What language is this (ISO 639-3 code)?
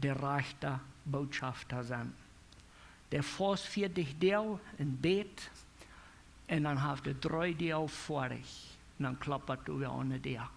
pdt